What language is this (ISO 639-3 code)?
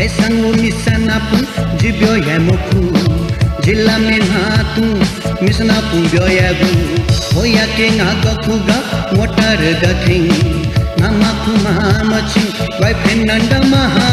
new